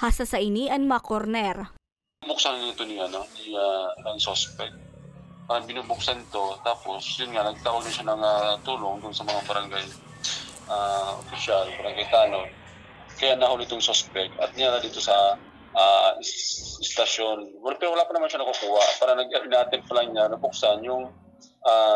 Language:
Bikol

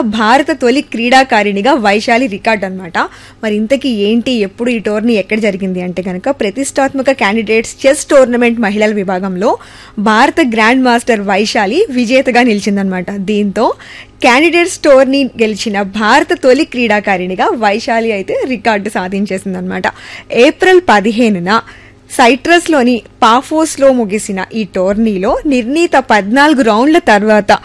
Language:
Telugu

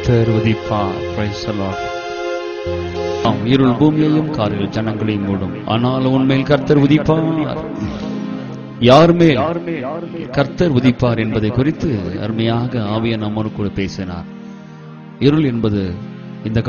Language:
Tamil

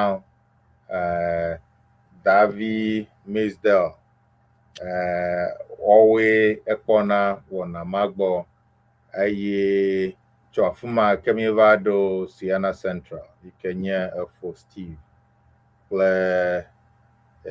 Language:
Ewe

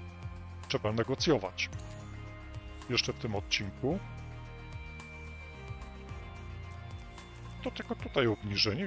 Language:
Polish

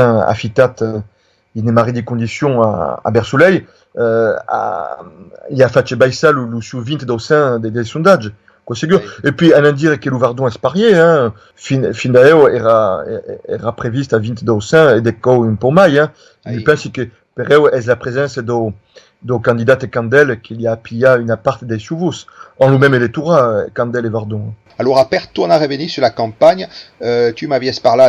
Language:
Occitan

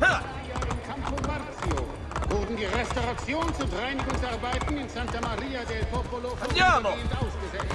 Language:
Bavarian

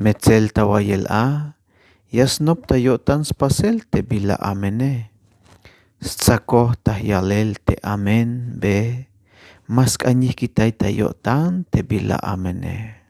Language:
Tzeltal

